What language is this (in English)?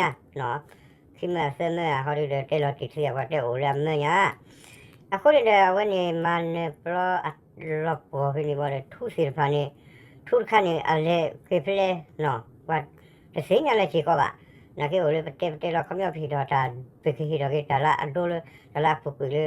S'gaw Karen